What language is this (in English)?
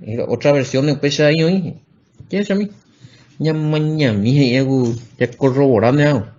Guarani